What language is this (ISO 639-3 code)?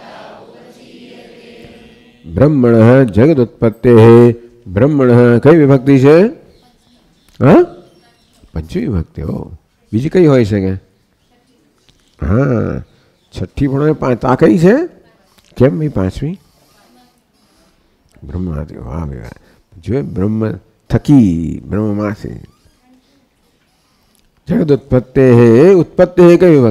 guj